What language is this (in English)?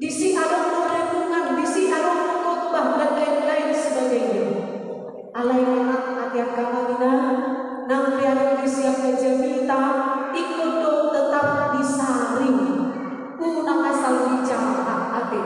Batak Toba